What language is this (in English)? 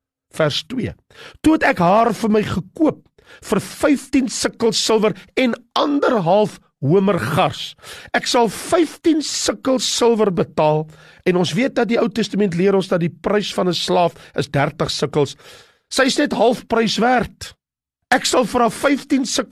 Afrikaans